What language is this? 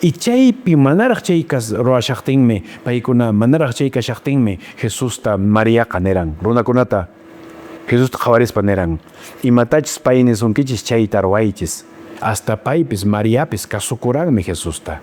Quechua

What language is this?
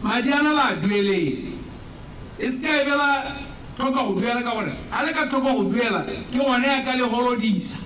Tswana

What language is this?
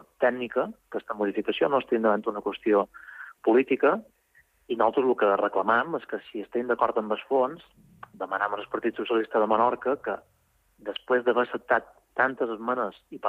Catalan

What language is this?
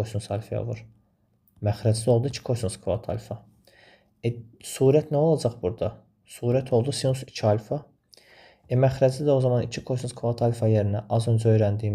Azerbaijani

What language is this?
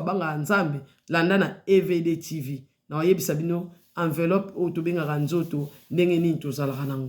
Lingala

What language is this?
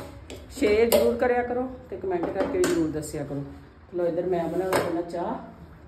Punjabi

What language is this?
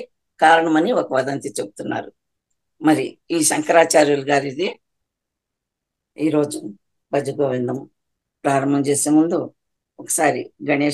Telugu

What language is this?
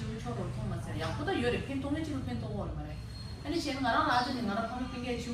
Tibetan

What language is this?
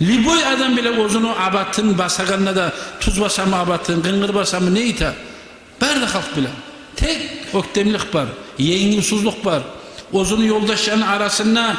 Kumyk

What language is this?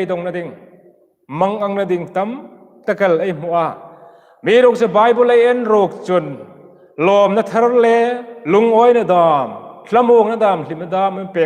Hmar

